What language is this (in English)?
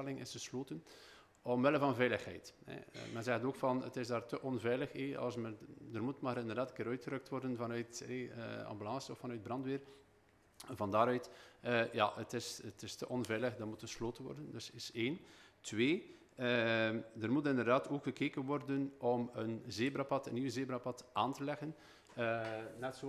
Dutch